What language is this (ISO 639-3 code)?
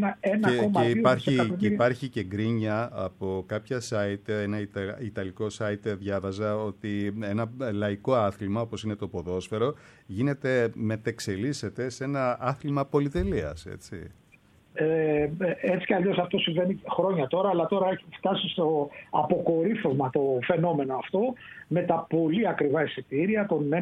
ell